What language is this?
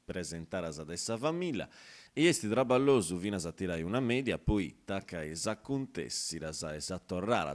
Sardinian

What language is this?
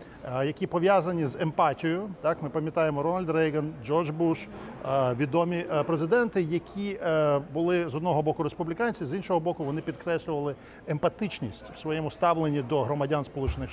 Ukrainian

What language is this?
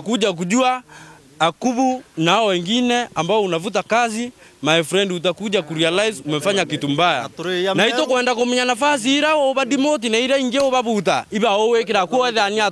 Meru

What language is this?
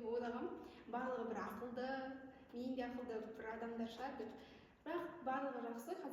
Kazakh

